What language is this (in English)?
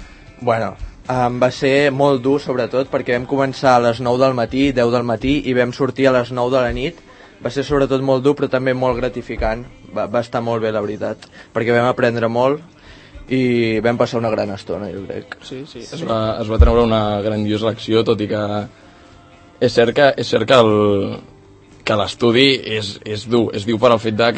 Catalan